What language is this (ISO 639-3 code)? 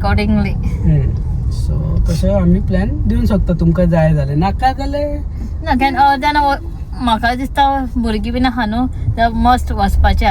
kok